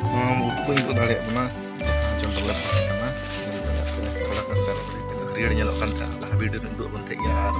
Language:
Santali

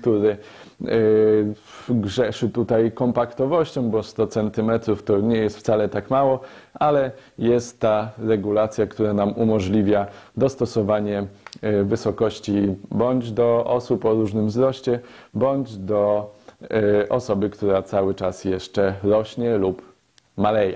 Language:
Polish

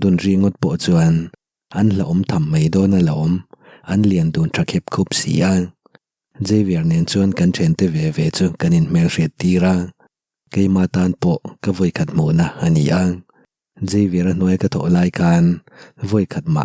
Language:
Mizo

